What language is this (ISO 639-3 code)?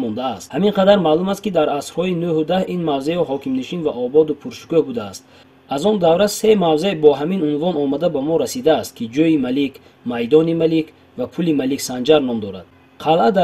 tgk